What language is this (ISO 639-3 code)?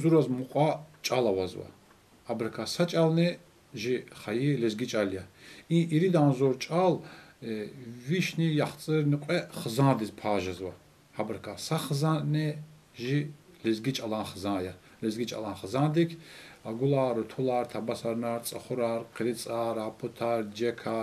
lez